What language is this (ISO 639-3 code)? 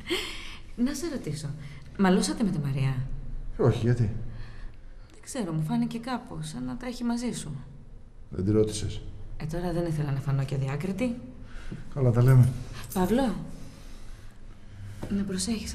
ell